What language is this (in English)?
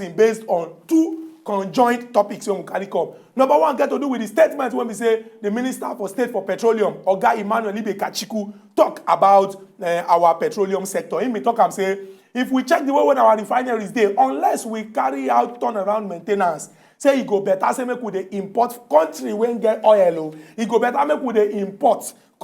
Nigerian Pidgin